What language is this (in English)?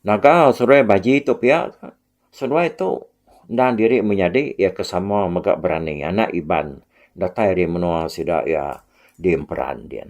Iban